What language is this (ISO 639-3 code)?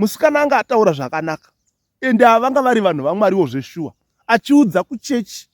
sna